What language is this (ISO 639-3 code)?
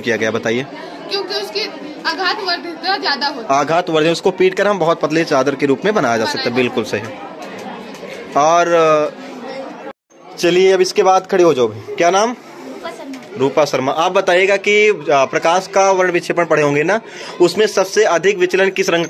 hin